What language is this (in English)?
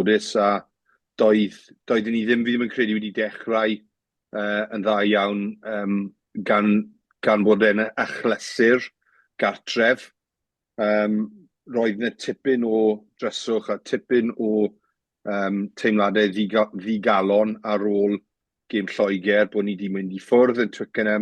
Welsh